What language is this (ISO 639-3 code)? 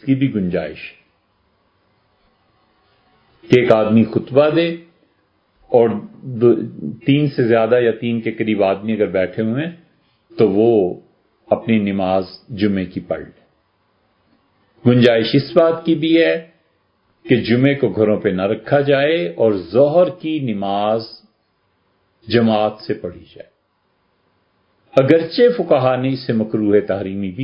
urd